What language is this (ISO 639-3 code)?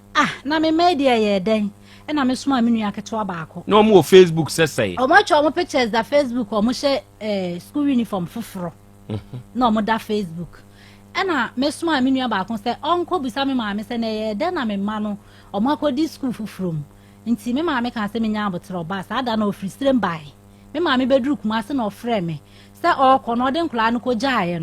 aka